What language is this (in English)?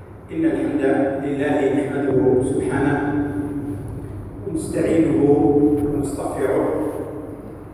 Arabic